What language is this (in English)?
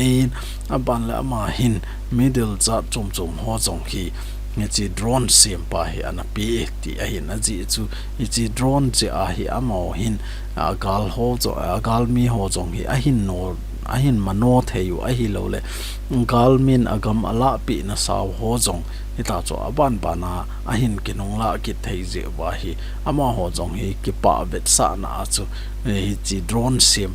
Thado Chin